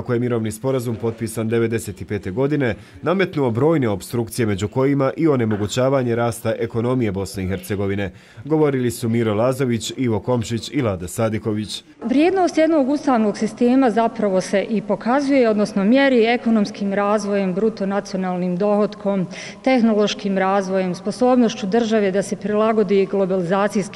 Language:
Bosnian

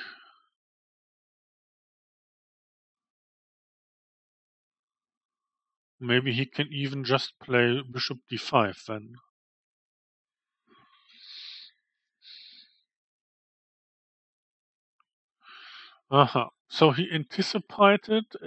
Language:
English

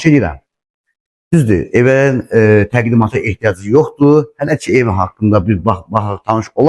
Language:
Azerbaijani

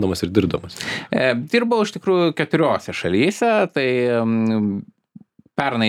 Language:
Lithuanian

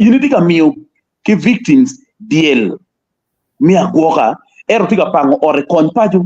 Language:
Acoli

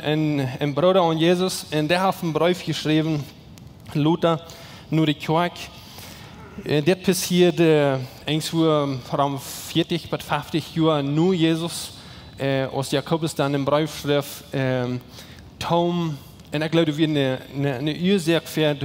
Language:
Plautdietsch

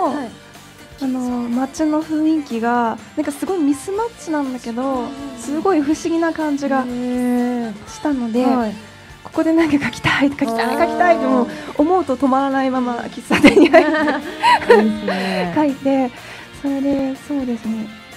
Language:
Japanese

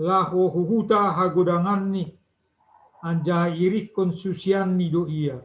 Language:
Batak Simalungun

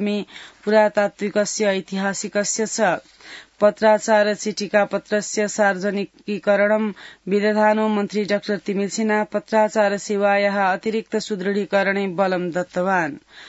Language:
Sanskrit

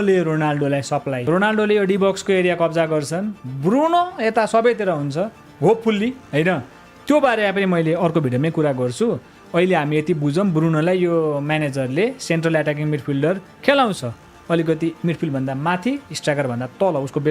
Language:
Nepali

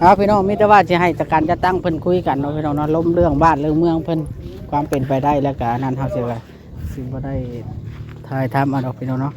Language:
Lao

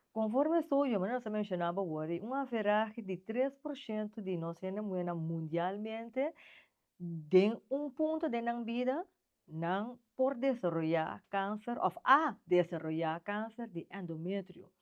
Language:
Papiamento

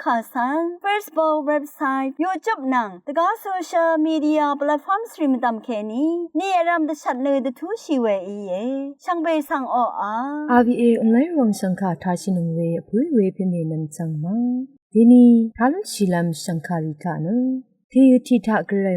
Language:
Rawang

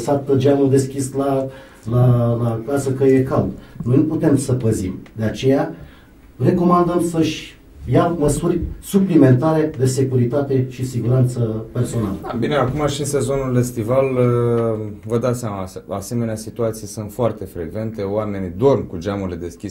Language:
Romanian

